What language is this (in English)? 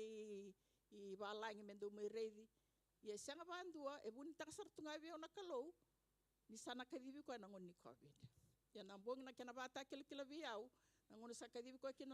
Fijian